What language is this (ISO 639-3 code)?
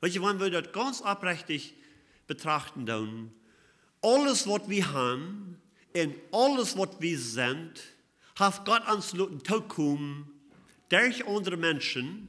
pdt